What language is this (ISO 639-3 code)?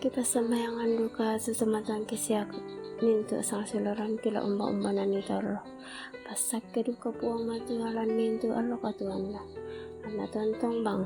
sda